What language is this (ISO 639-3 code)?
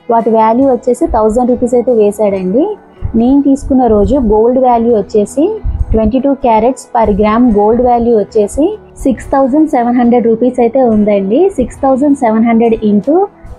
tel